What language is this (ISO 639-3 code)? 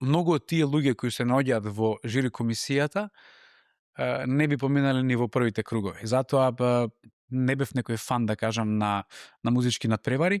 mkd